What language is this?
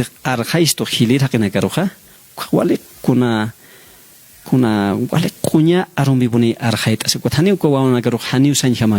Aymara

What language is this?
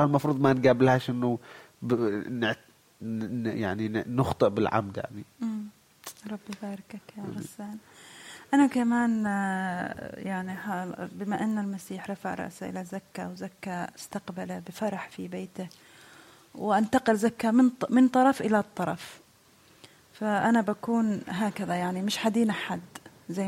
Egyptian Arabic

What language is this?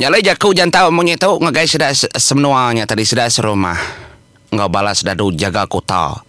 Iban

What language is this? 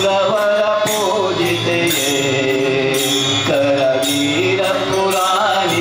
Kannada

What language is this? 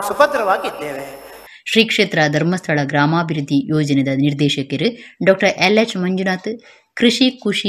Tulu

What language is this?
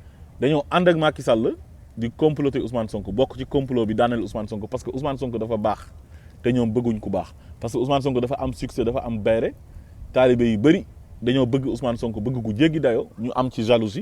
Wolof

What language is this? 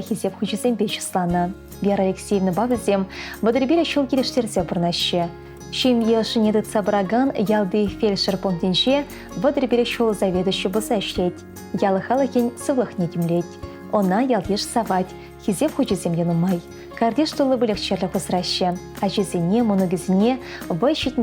Chuvash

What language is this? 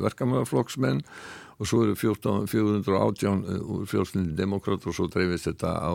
Icelandic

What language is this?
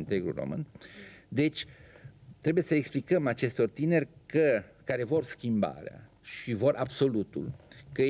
Romanian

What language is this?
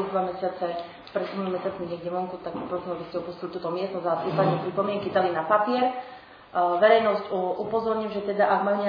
Slovak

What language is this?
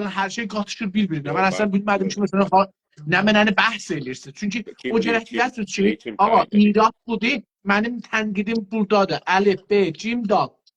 South Azerbaijani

